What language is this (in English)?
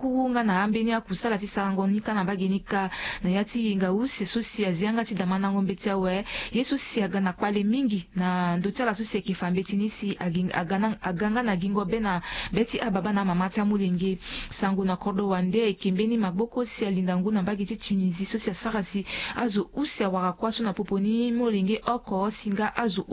Sango